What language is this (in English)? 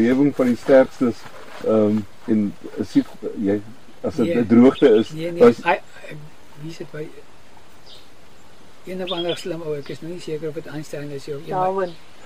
Afrikaans